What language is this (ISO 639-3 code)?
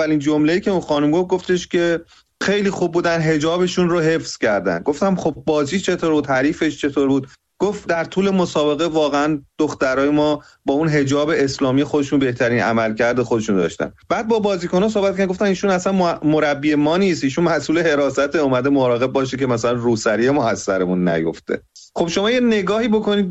fas